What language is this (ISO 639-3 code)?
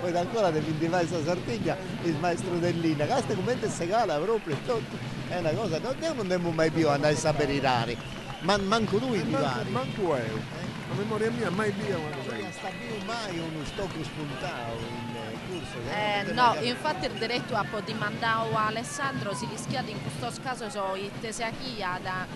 srd